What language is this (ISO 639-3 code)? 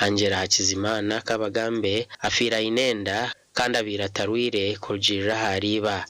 nyn